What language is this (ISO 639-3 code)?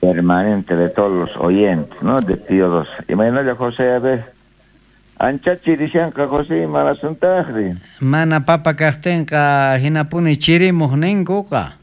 quh